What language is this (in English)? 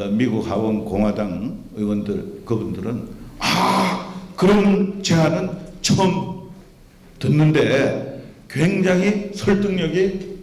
Korean